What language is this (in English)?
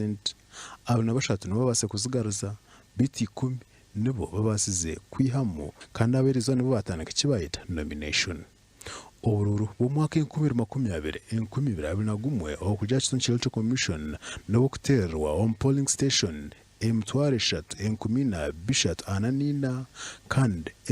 Nyankole